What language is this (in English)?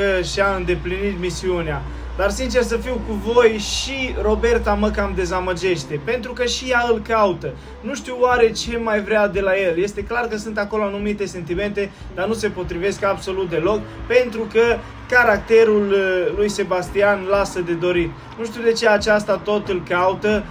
Romanian